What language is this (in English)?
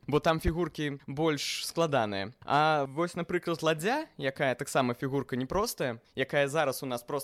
Belarusian